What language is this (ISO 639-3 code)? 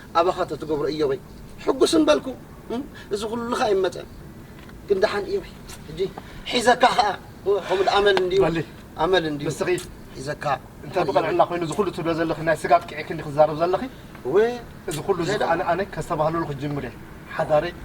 tir